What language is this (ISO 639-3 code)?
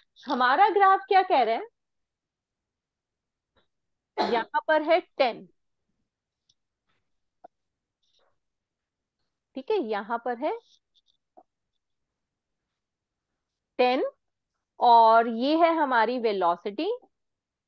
hin